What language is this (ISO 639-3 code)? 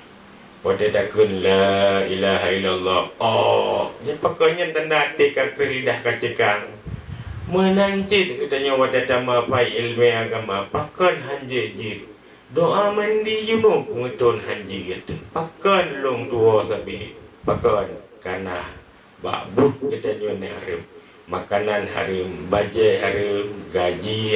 ace